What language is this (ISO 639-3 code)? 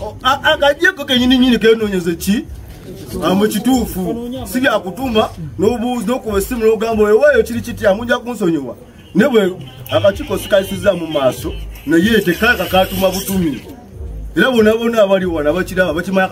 lug